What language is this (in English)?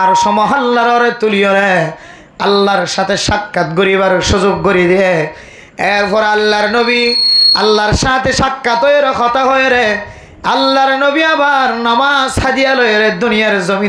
Rohingya